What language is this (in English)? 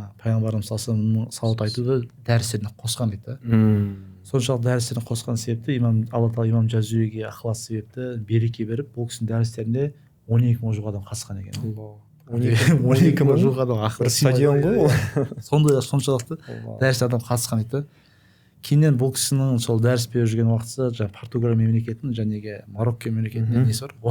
Kazakh